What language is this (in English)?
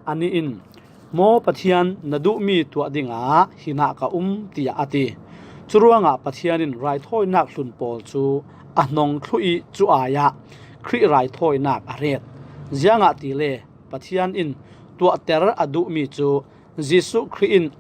Falam Chin